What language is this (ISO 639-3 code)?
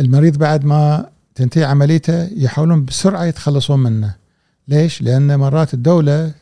afb